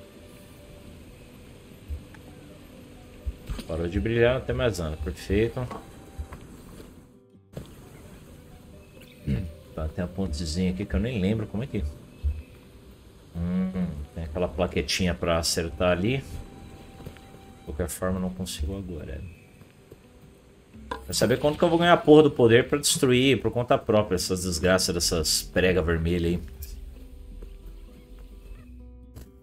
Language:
Portuguese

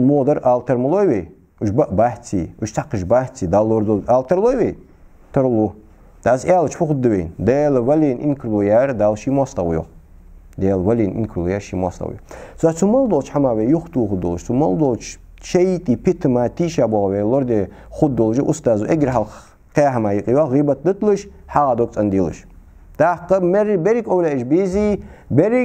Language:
Ingush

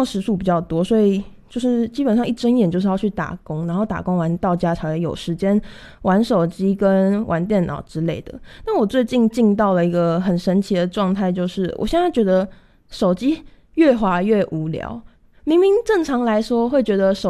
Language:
Chinese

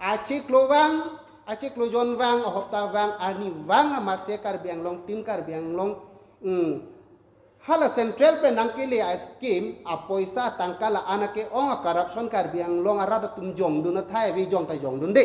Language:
Karbi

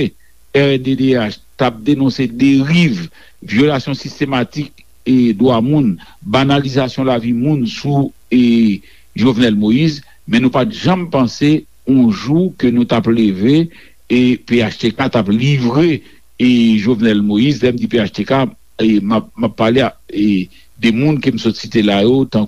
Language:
Haitian Creole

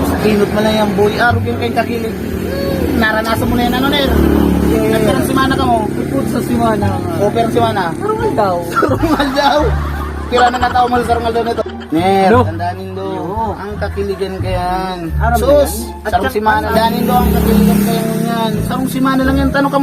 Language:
Bikol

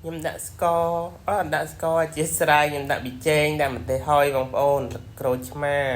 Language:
Khmer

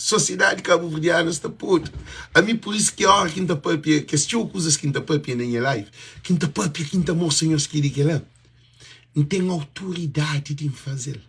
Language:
Kabuverdianu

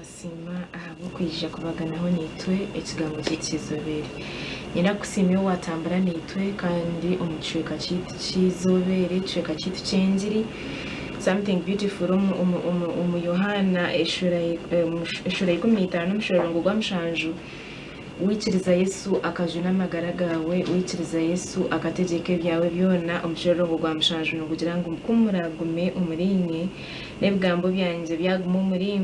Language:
Nyankole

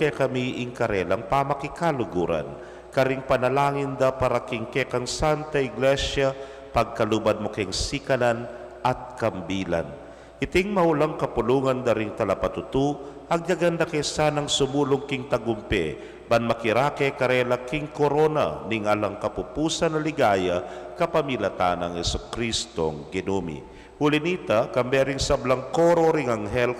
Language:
Pampanga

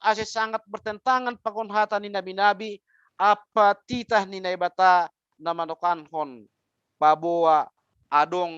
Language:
Batak Simalungun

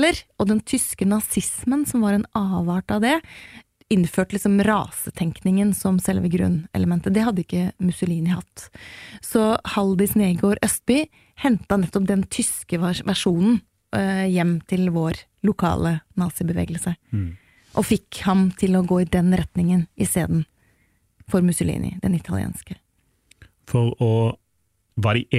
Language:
Norwegian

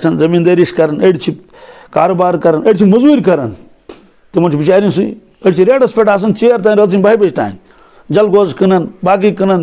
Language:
Kashmiri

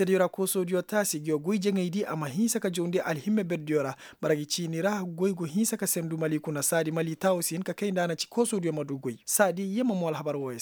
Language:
Koyraboro Senni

